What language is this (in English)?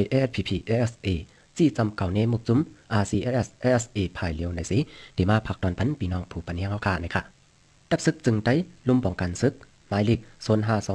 Shan